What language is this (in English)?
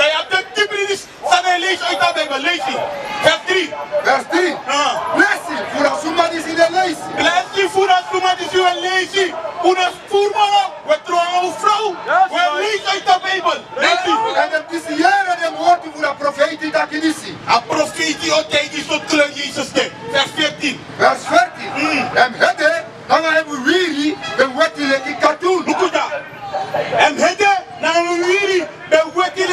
Sranan Tongo